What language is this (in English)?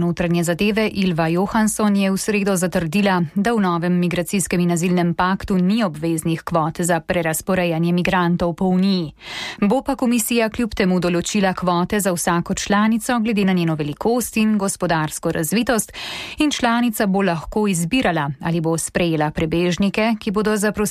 Slovenian